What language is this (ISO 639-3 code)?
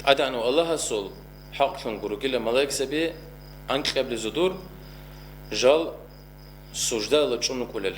ava